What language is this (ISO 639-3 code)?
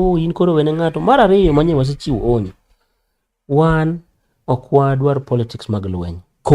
luo